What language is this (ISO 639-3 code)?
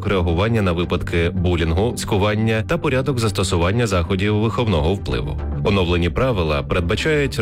ukr